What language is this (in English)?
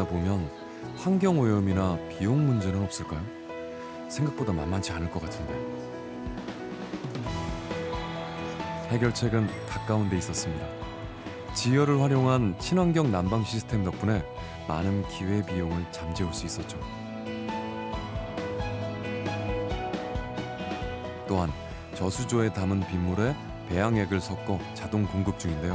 Korean